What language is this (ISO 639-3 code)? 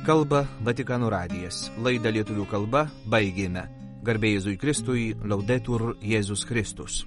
lit